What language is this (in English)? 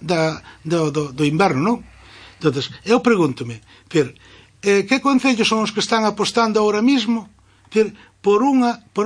Galician